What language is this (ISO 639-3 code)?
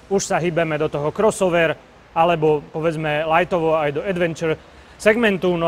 slk